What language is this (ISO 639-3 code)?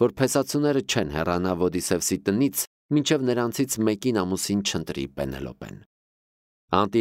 hye